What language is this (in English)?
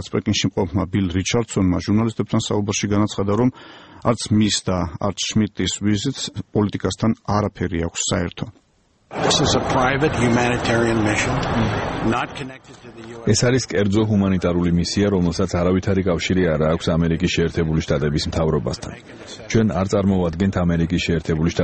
Georgian